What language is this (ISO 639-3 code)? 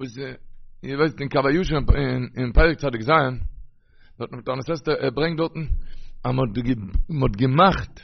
yid